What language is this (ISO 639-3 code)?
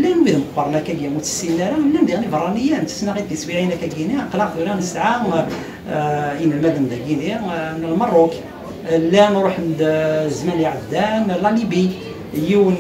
kab